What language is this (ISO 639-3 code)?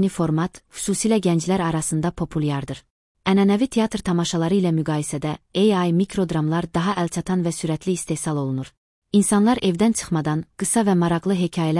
aze